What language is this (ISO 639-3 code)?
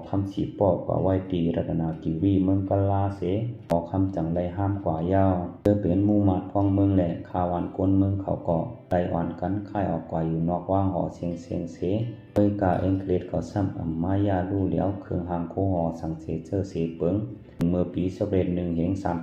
shn